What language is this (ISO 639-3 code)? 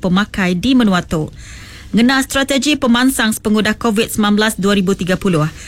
iba